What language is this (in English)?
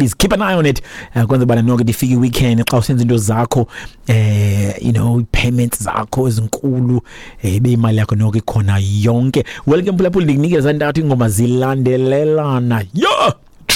Xhosa